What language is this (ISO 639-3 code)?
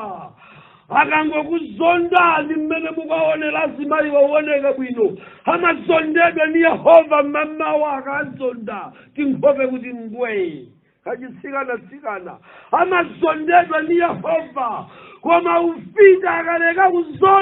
nya